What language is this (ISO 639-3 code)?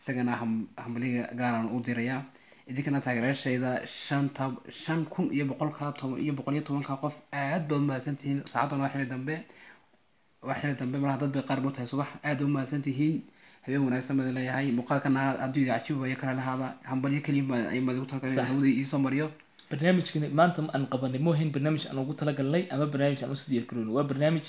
som